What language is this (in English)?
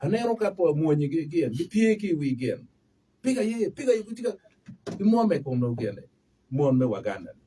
Acoli